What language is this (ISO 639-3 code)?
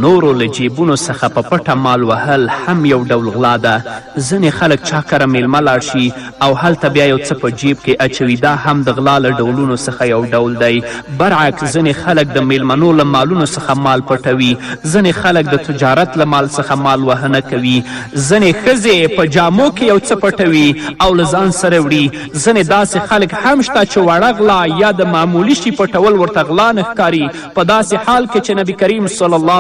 pus